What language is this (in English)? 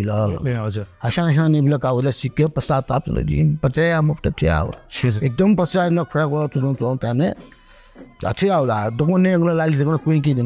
Newari